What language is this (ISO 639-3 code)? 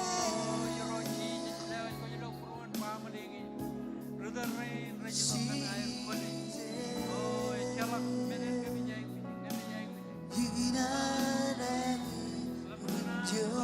mah